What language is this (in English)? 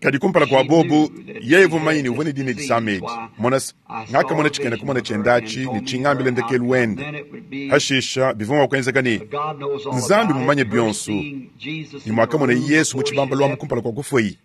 Luba-Lulua